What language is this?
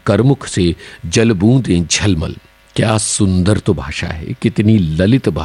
Hindi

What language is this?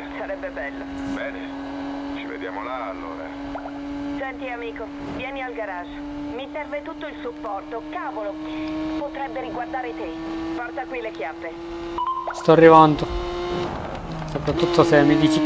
Italian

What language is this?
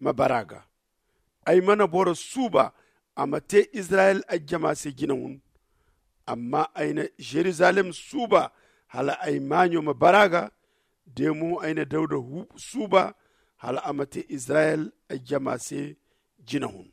Zarma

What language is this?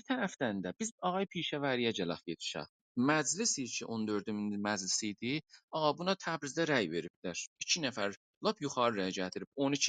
South Azerbaijani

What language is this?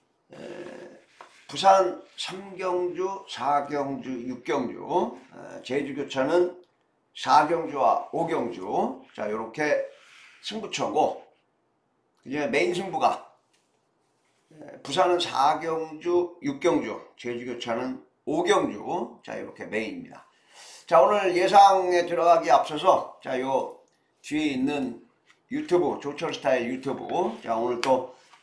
Korean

